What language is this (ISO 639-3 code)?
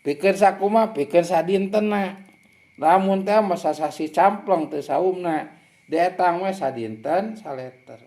sun